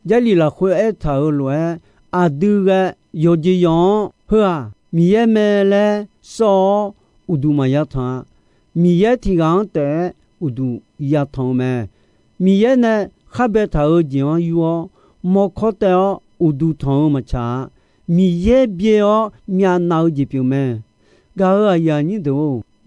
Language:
Akha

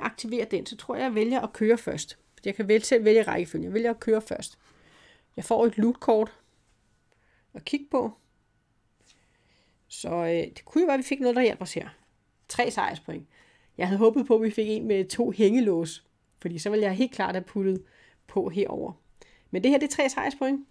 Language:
Danish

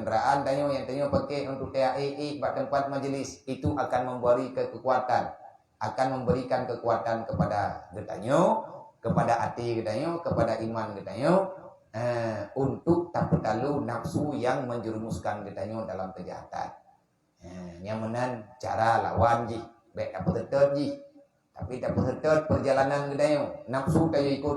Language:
Achinese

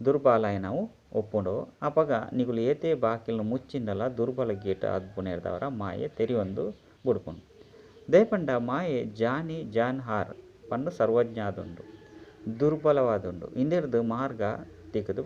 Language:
Tulu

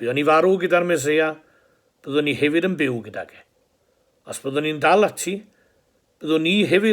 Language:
Welsh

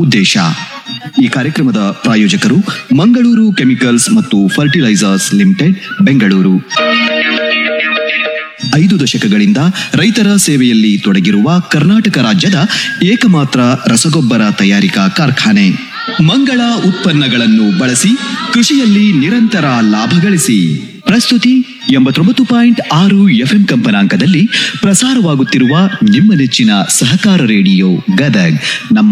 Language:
Kannada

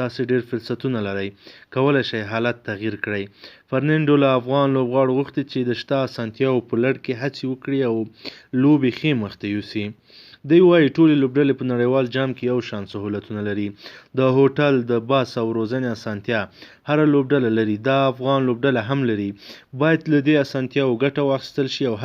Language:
Pashto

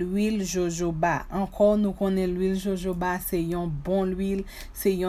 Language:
Haitian Creole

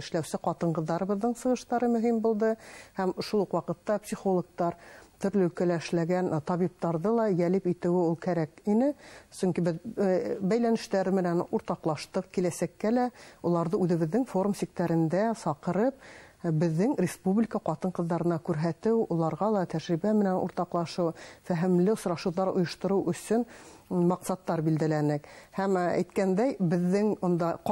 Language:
Bashkir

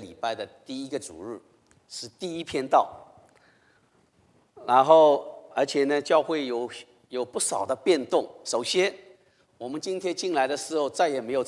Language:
Chinese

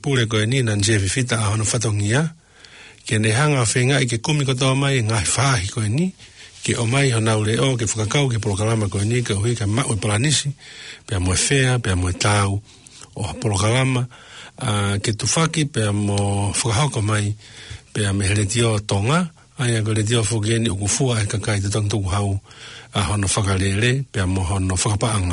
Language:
Tongan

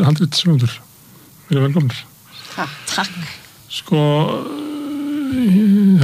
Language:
Icelandic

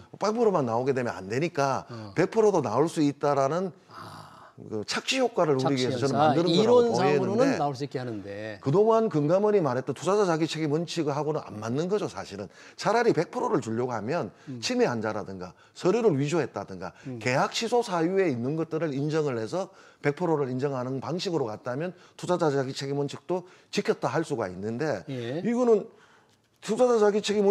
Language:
Korean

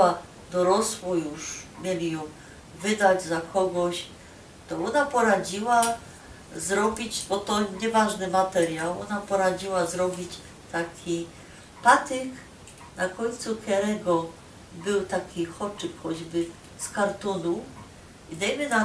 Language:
Silesian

